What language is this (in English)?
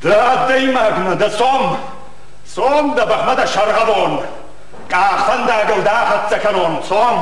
Ossetic